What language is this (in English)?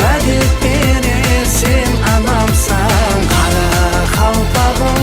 Kara-Kalpak